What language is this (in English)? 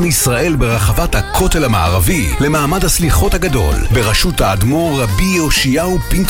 Hebrew